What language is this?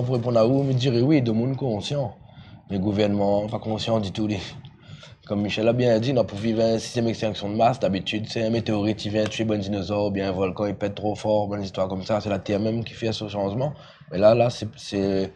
Morisyen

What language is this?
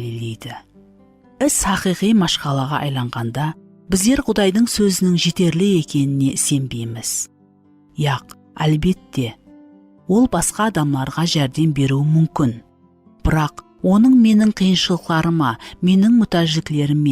Kara-Kalpak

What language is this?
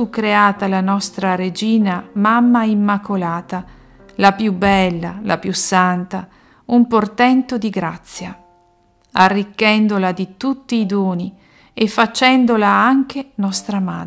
Italian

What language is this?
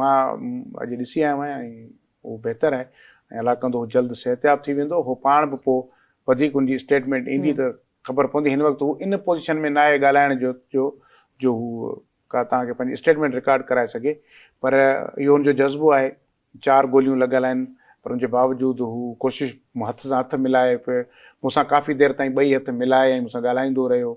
Sindhi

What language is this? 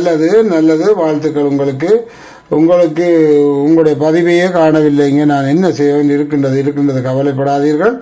Tamil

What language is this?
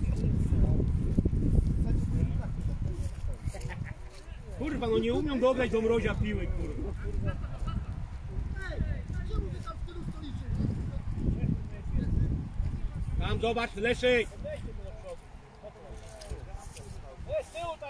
Polish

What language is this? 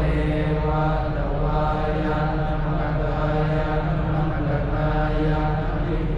Pali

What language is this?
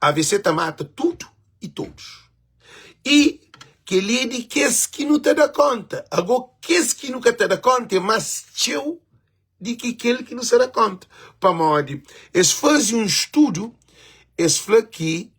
Kabuverdianu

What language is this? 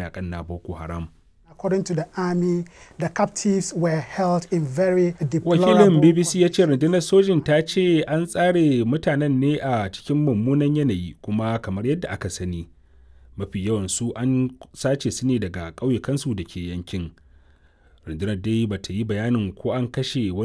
Hausa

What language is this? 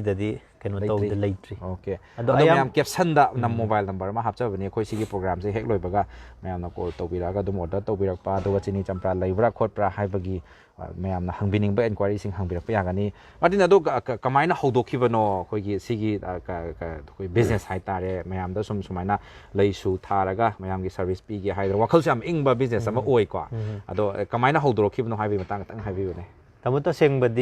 Manipuri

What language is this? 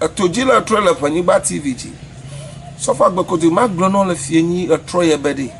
Ewe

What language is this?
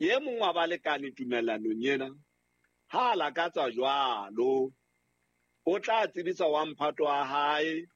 Southern Sotho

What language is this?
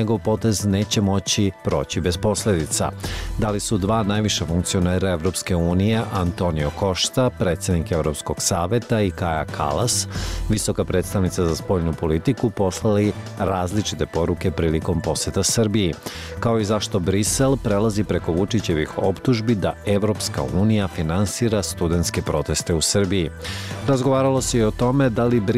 Serbian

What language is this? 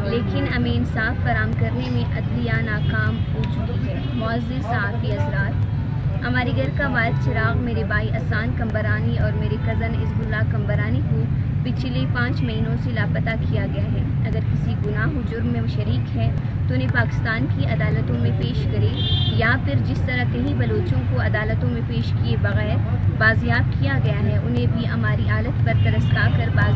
Urdu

